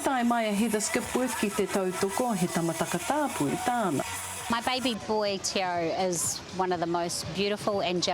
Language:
Māori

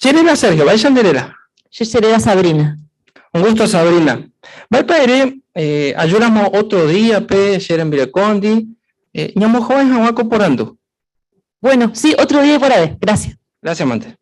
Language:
Guarani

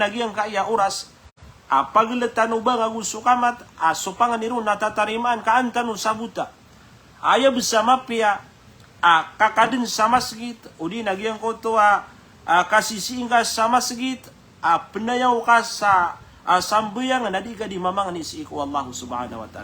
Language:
Maranao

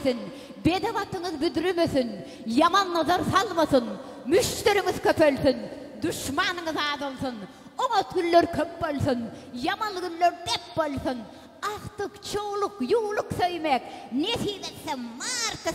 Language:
Turkmen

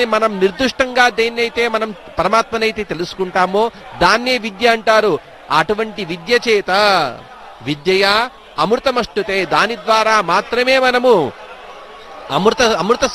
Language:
Telugu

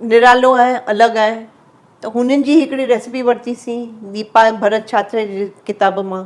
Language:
Sindhi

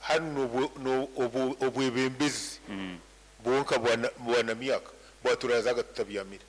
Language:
Nyoro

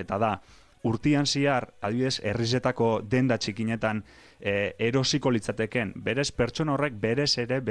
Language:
Basque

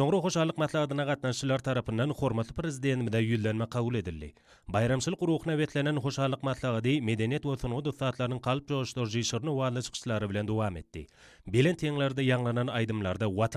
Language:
Turkmen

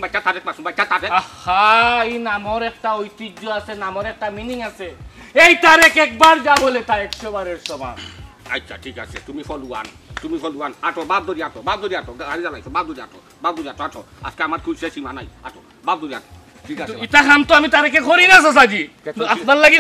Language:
Sylheti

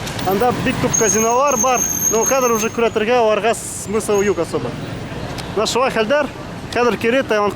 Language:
Bashkir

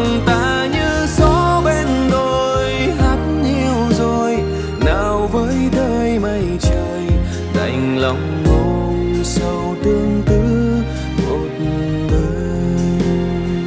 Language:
Vietnamese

